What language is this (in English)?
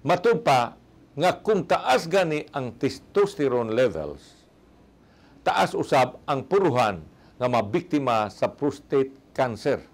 Cebuano